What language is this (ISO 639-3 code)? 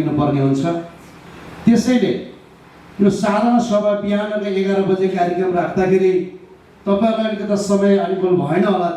nep